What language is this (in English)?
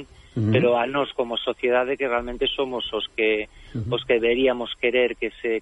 Galician